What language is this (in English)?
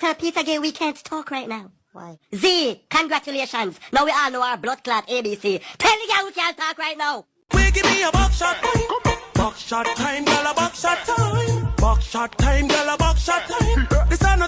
Jamaican Creole English